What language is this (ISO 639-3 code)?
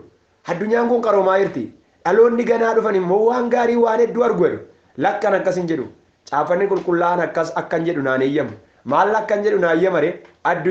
orm